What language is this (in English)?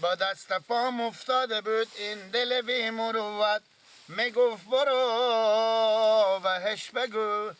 Persian